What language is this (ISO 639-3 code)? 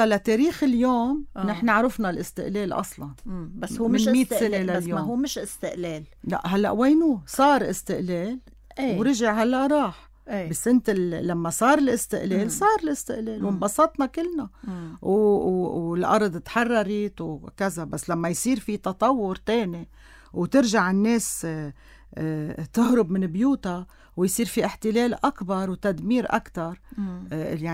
apc